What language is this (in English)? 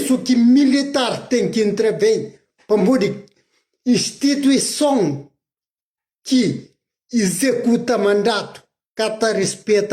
Kabuverdianu